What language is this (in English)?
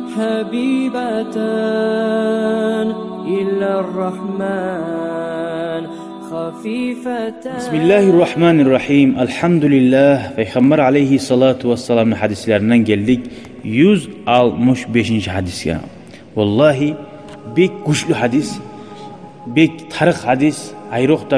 Kumyk